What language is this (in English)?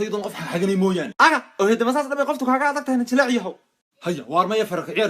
Somali